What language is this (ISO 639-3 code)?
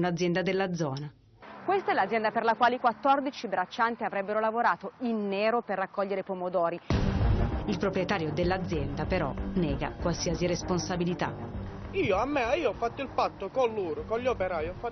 ita